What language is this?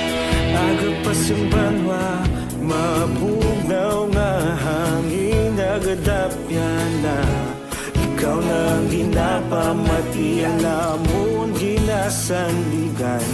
Hiligaynon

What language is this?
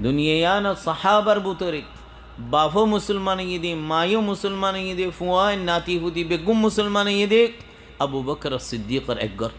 Rohingya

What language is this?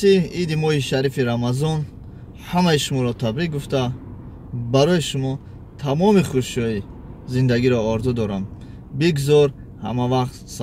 Tajik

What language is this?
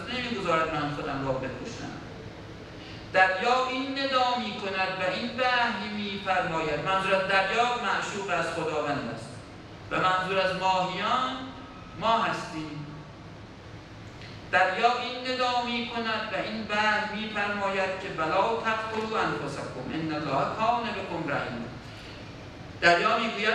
Persian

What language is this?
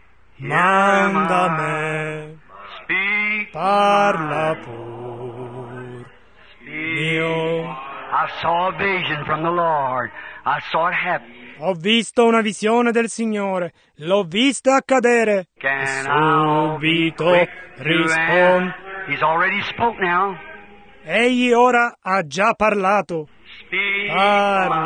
Italian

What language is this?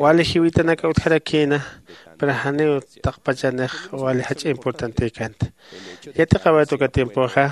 Aymara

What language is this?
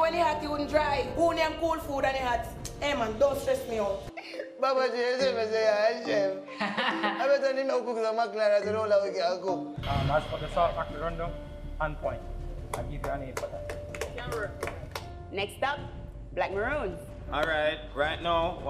Jamaican Creole English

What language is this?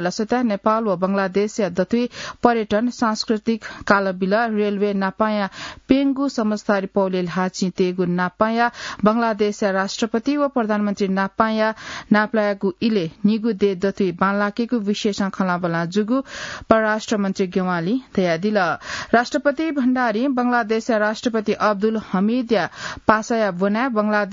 Newari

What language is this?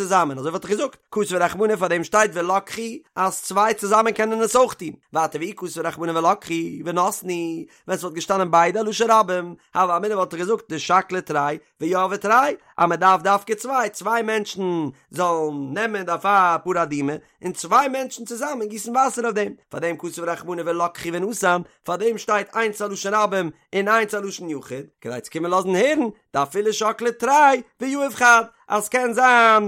Yiddish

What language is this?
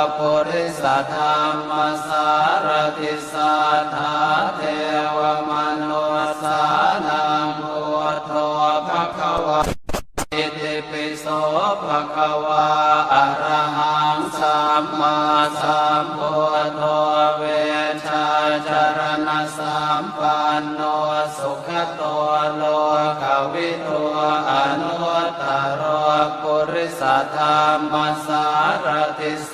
Pali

